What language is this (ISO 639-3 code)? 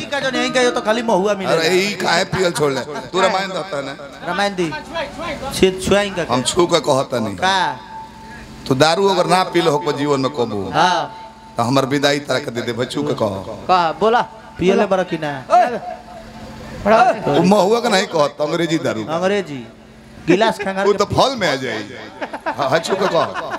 bho